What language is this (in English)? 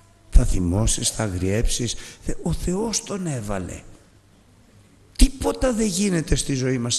Greek